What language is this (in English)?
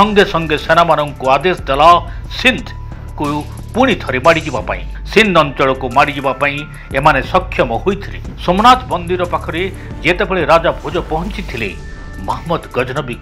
Odia